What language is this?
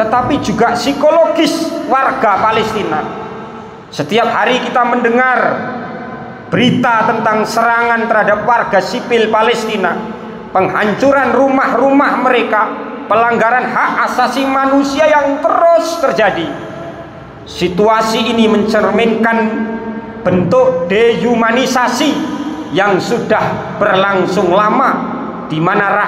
Indonesian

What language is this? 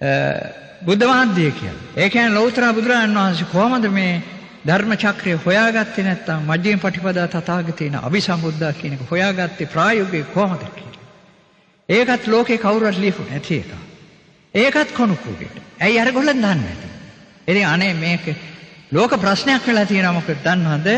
Sinhala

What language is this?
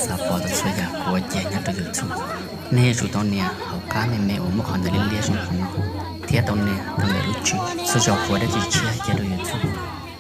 Hmong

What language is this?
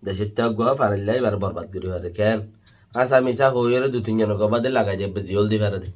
Rohingya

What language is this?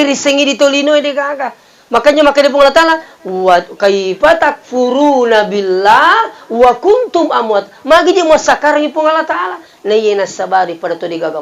Buginese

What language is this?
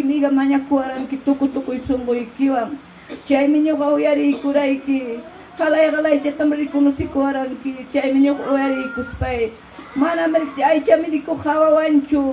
Ayacucho Quechua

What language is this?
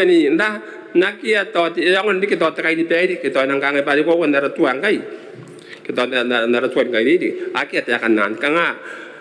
Gilbertese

